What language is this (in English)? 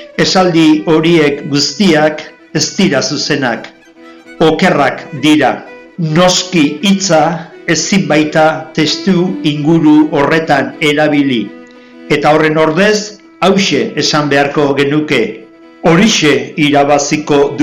Basque